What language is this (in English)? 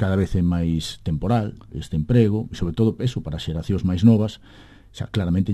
Galician